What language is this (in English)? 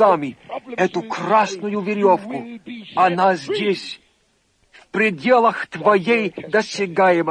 Russian